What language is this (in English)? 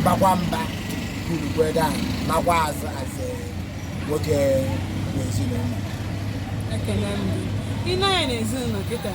Igbo